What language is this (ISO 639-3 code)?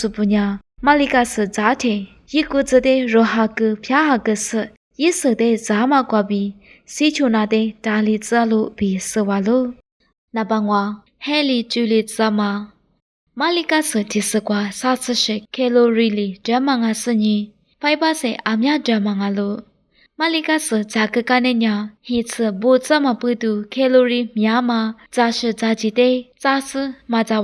lis